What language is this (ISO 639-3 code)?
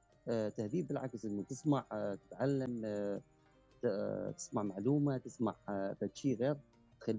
acm